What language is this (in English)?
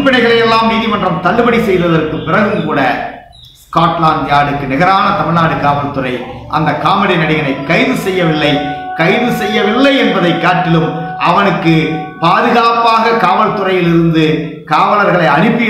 Tamil